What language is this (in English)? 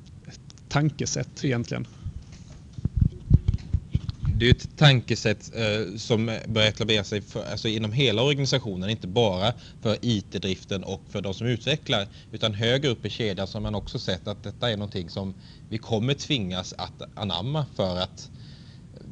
Swedish